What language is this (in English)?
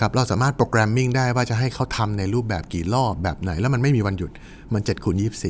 Thai